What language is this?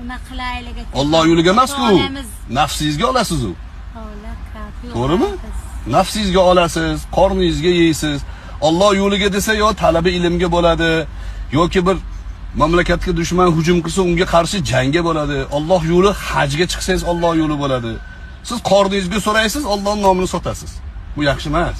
Uzbek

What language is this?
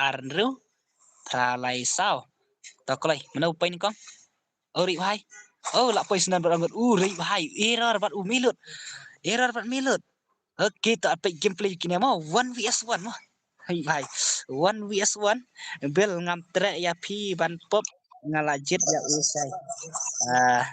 Khasi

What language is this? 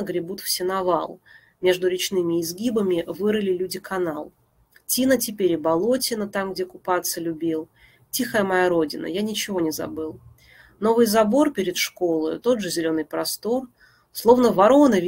Russian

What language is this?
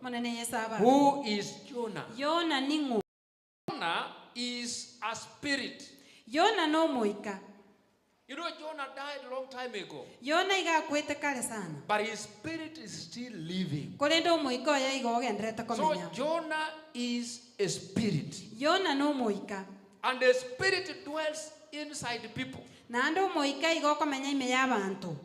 Gusii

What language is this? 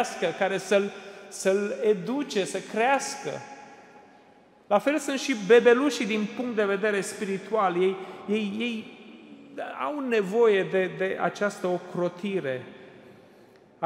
Romanian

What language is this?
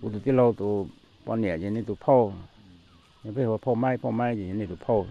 Hmong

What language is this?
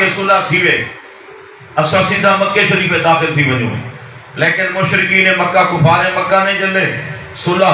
Saraiki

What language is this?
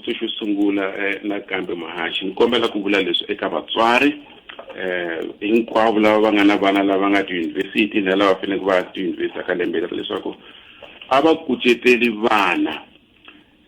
Tsonga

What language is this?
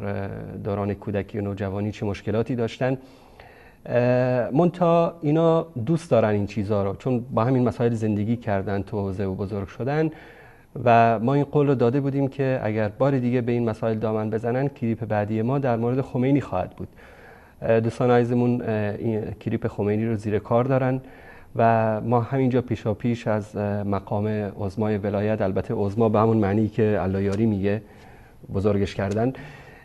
Persian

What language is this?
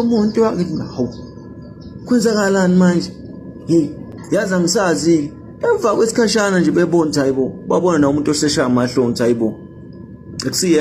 Zulu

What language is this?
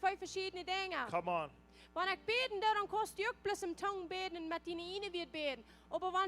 Plautdietsch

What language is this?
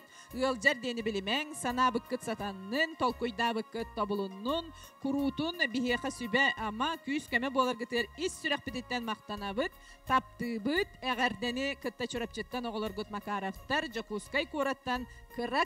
Yakut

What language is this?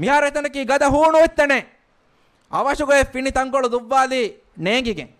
Divehi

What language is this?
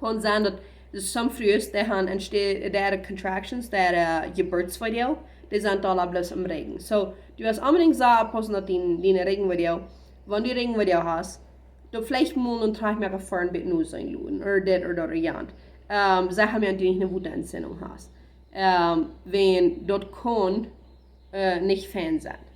Plautdietsch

